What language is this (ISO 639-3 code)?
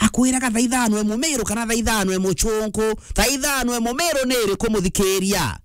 mer